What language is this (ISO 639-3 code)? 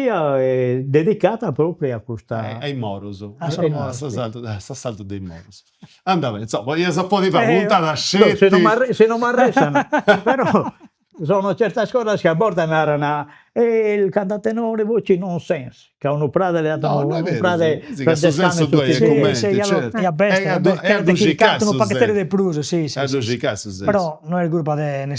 srd